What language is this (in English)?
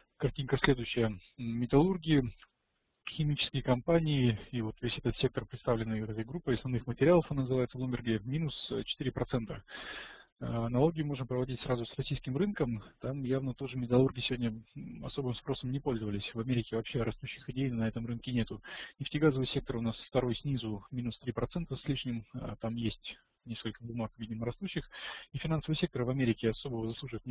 Russian